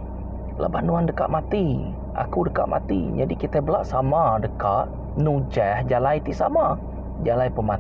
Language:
Iban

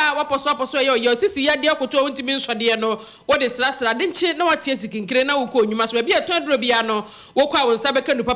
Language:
Akan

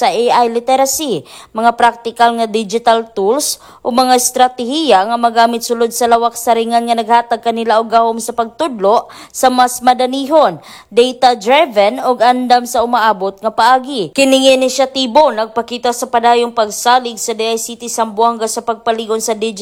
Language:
Cebuano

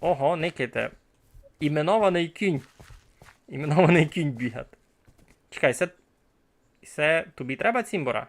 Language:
Rusyn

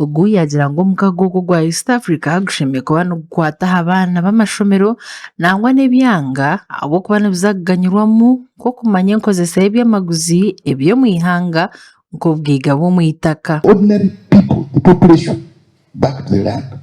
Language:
Nyankole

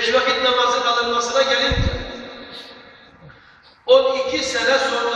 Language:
Turkish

